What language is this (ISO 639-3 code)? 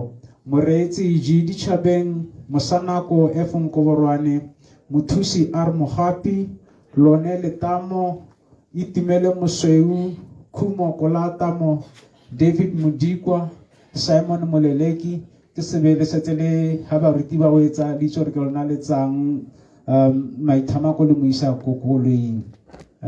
tsn